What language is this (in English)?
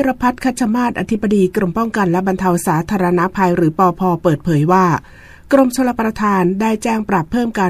Thai